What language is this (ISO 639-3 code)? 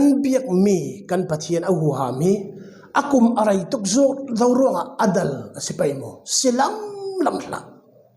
cfm